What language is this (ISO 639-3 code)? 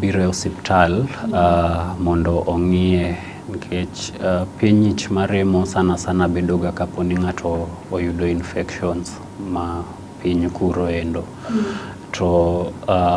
luo